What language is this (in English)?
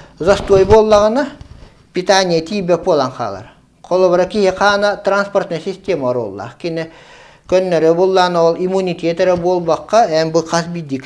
Yakut